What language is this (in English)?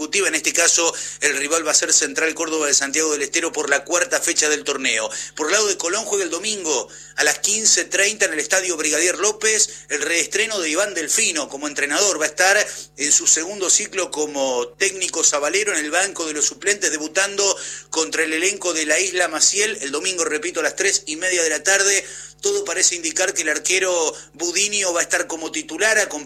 Spanish